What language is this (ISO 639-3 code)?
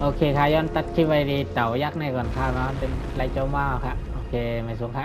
shn